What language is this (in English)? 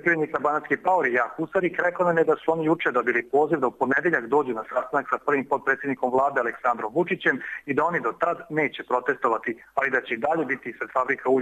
Serbian